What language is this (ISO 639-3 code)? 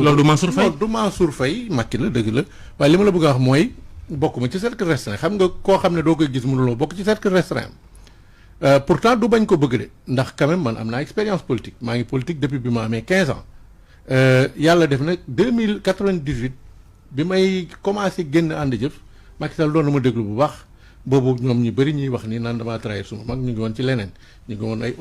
wol